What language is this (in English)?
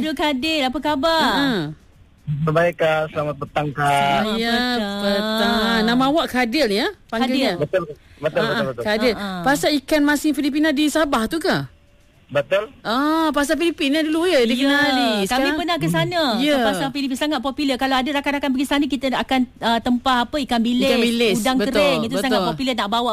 Malay